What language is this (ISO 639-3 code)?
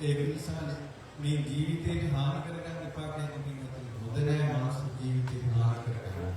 sin